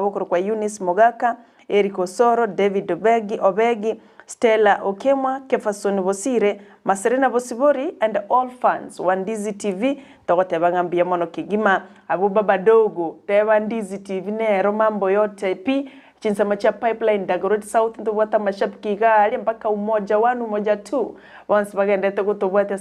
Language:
Gusii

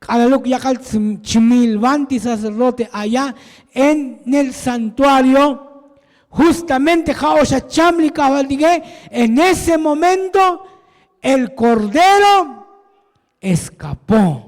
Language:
Tzotzil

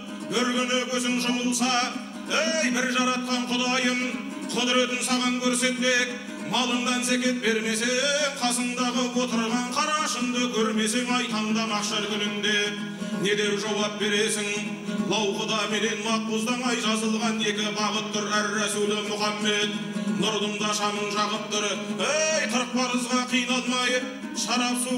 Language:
Kazakh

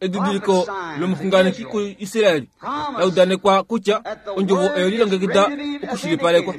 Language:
Kuanyama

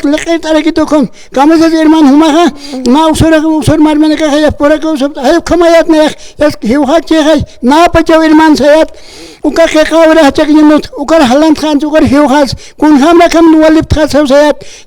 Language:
Aymara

